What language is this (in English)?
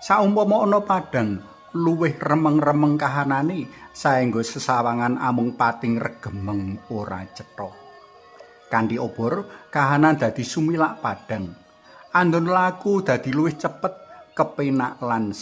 Javanese